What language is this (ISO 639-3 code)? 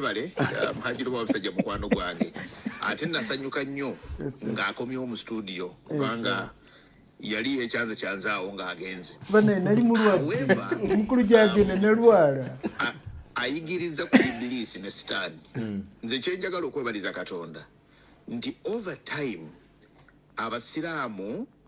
lug